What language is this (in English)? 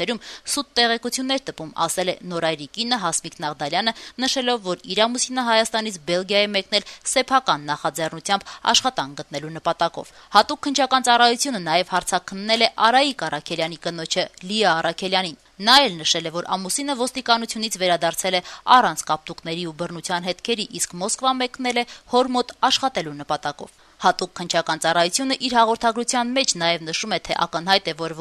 Armenian